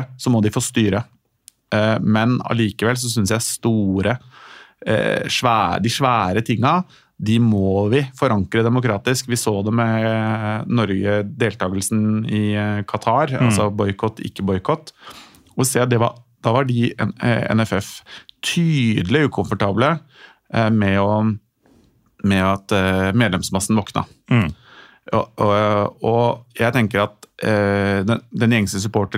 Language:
Norwegian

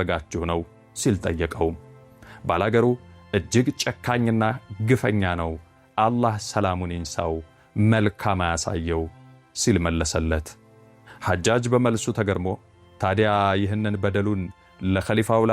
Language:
Amharic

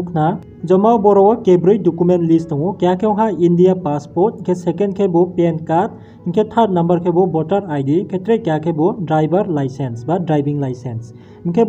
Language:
Riang (India)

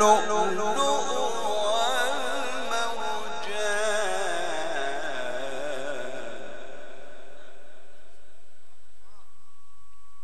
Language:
Arabic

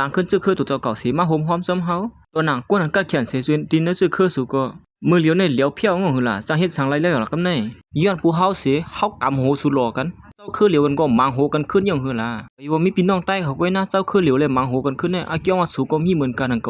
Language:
Shan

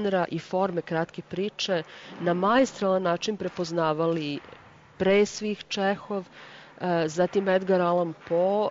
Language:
Serbian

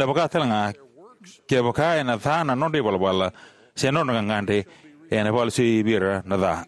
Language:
Fijian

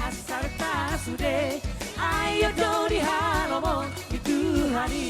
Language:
Batak Toba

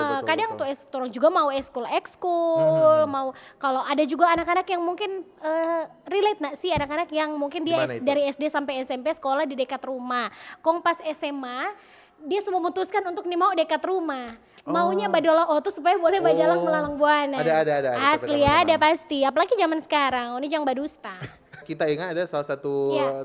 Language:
Manado Malay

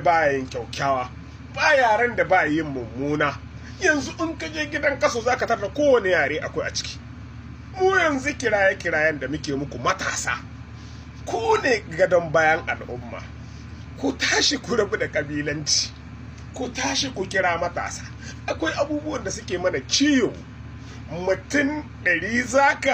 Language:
Hausa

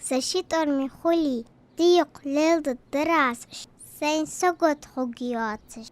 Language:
Ingush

